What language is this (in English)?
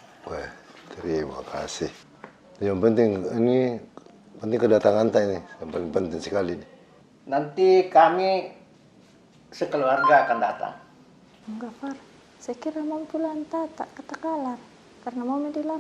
Makassar Malay